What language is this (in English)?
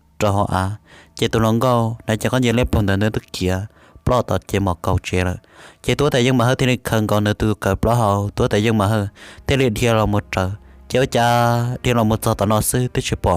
Hmong